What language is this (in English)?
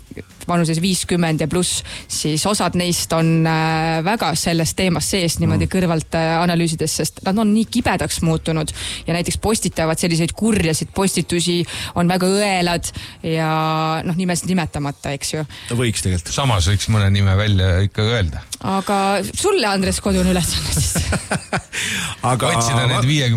Estonian